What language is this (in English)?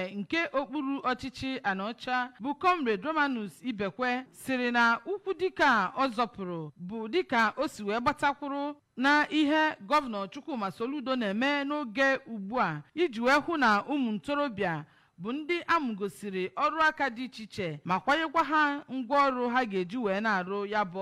Igbo